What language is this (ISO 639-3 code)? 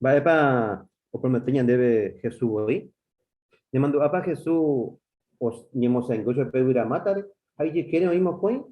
grn